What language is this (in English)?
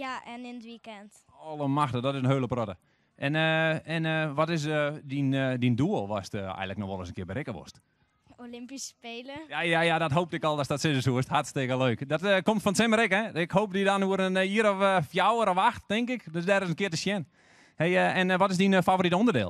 Western Frisian